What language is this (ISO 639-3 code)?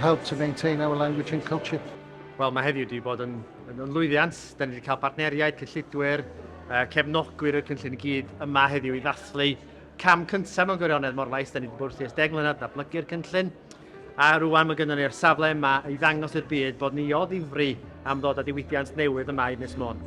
cym